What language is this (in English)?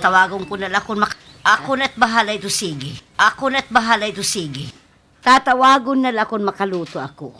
Waray